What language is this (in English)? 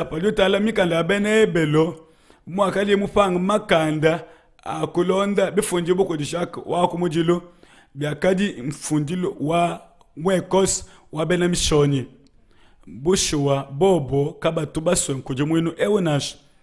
Luba-Lulua